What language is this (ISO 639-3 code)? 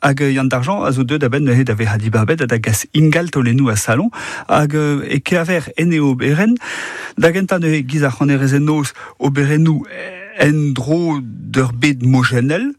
bre